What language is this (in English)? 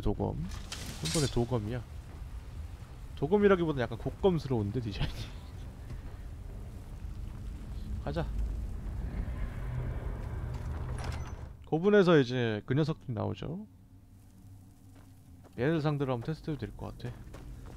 Korean